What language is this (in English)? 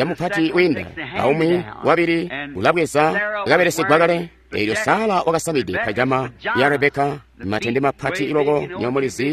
Tonga (Zambia)